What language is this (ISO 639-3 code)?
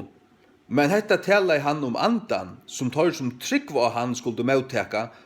fao